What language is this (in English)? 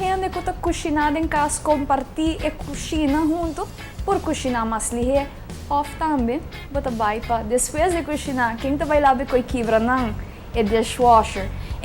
Papiamento